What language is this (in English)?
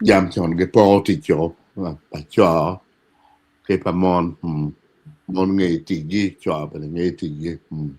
Acoli